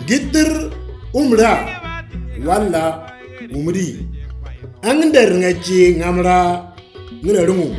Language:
Moro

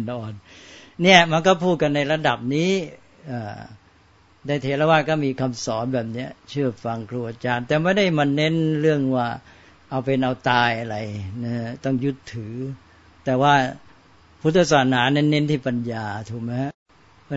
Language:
Thai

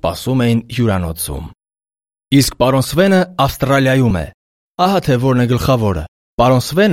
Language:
Armenian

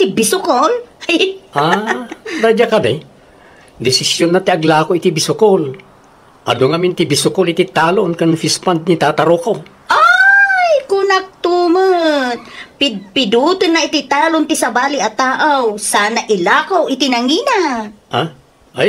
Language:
Iloko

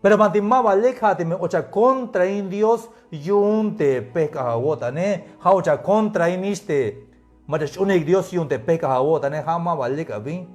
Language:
Tzeltal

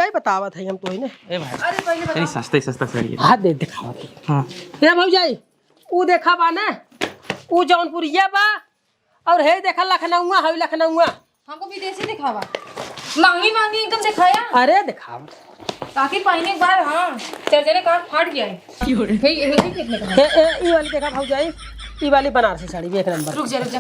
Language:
Awadhi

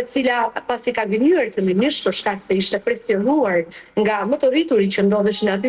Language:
Albanian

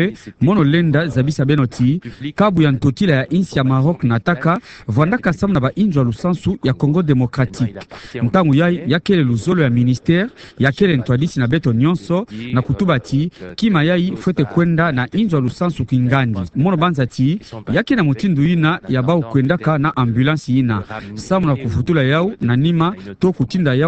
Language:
Kituba (Democratic Republic of Congo)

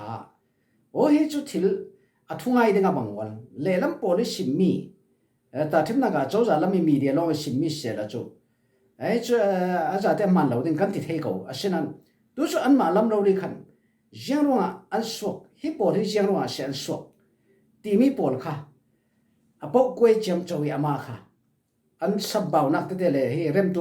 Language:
Falam Chin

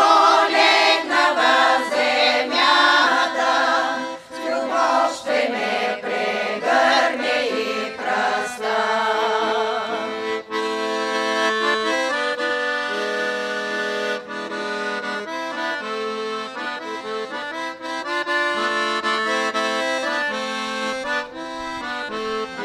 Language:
Bulgarian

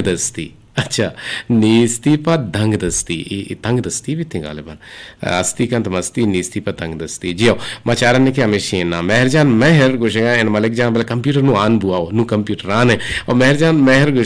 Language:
Eastern Balochi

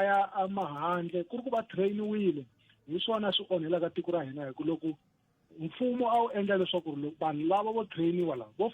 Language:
Tsonga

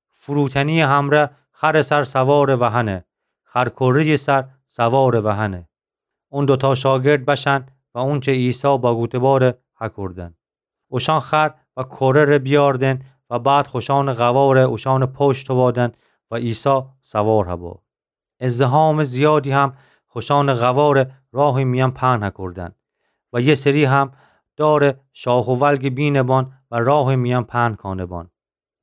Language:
Gilaki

